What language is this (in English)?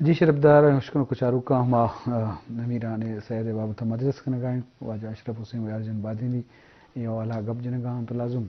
Eastern Balochi